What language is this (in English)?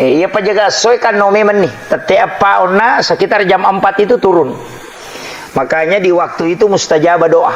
Buginese